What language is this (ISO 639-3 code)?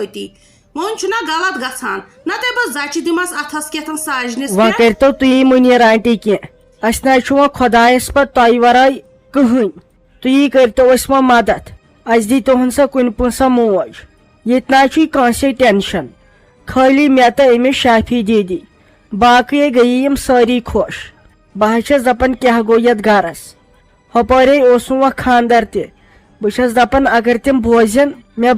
kas